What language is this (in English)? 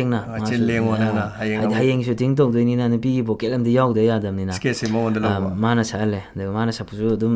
Manipuri